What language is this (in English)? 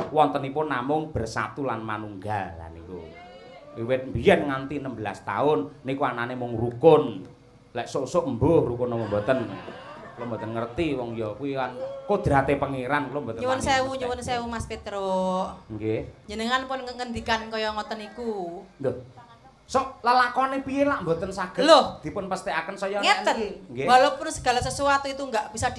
Javanese